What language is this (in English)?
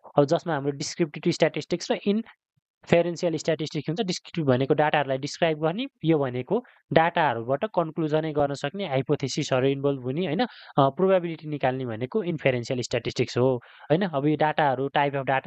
Nepali